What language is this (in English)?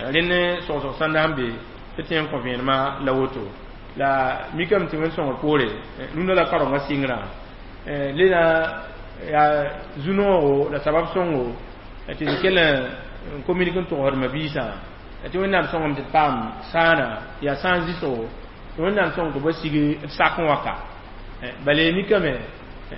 Mossi